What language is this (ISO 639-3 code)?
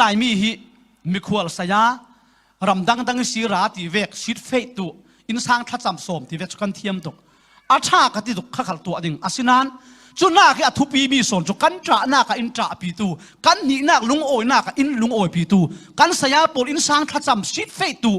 cfm